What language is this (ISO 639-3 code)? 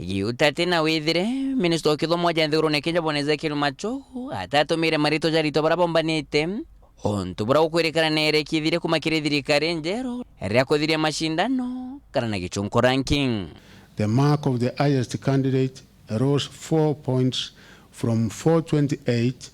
mer